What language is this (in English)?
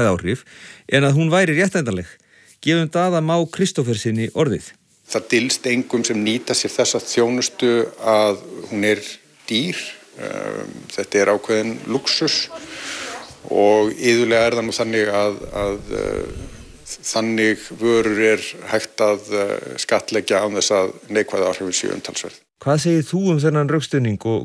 Icelandic